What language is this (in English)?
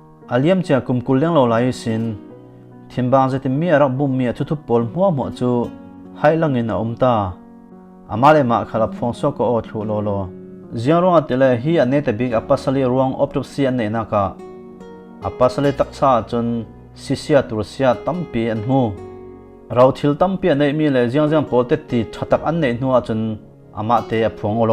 Falam Chin